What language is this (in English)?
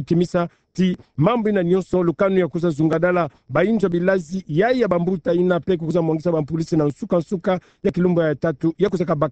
Kituba (Democratic Republic of Congo)